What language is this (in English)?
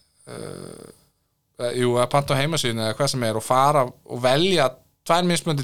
Icelandic